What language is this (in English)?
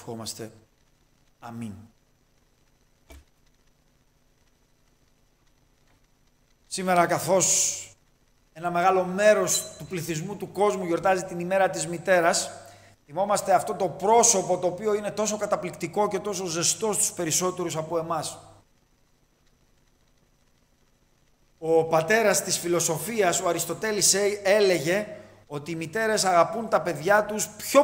Greek